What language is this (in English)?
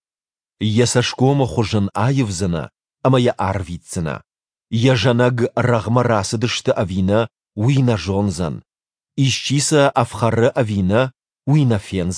Ossetic